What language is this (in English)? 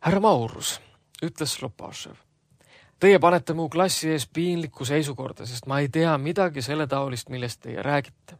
Estonian